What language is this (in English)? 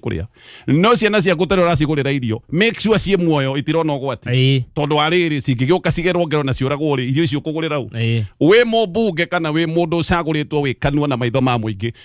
Kikuyu